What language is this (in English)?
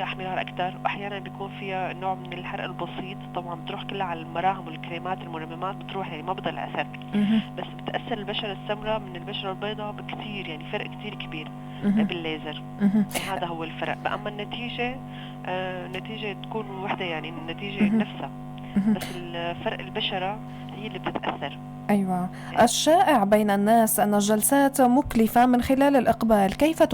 North Levantine Arabic